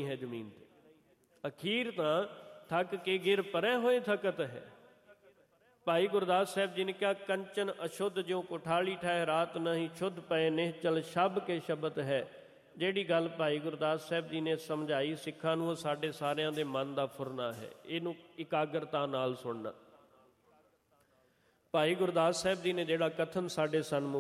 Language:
Punjabi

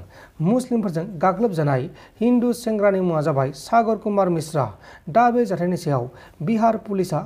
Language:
Bodo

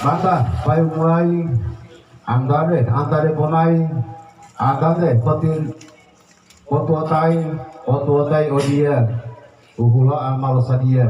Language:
Gorontalo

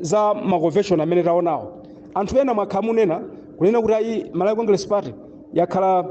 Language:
Nyanja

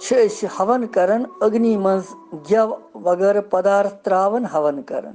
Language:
Kashmiri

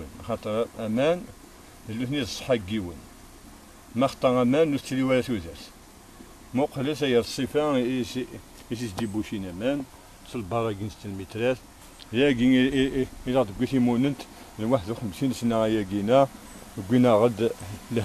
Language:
Kabyle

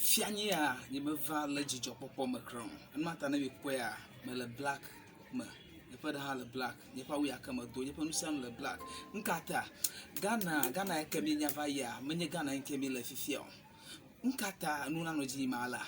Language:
Ewe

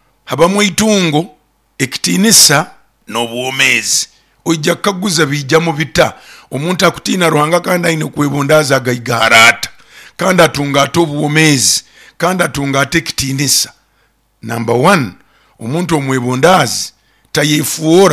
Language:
Nyoro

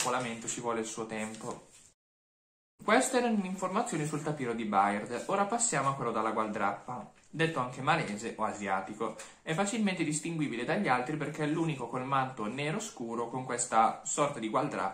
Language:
Italian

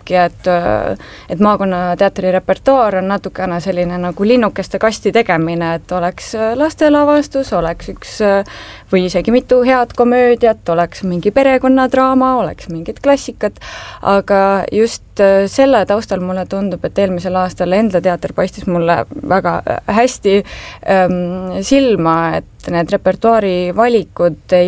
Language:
Estonian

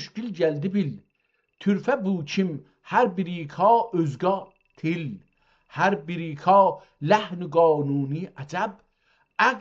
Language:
South Azerbaijani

